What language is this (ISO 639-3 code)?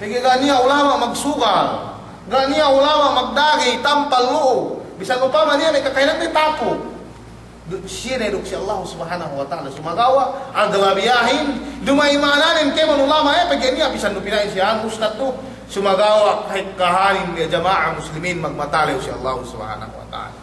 yka